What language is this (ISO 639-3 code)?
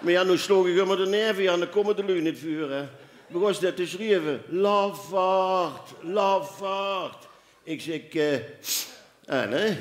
lim